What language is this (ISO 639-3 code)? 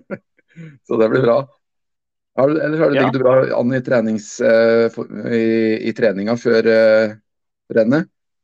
nor